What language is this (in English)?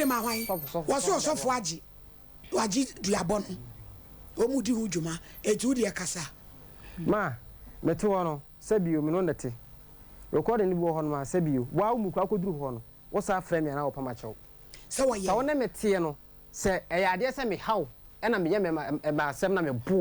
Akan